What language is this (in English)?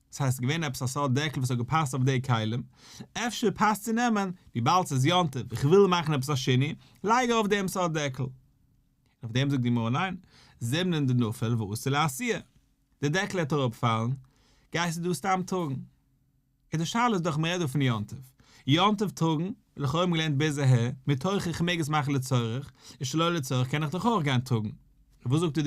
Yiddish